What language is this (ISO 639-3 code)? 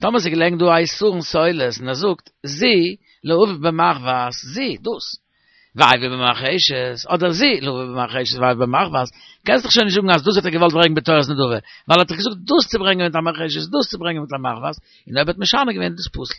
yid